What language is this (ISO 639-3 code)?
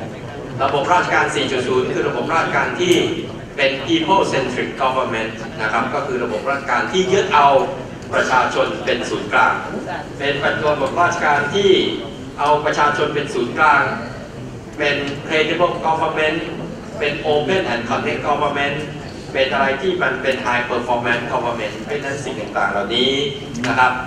tha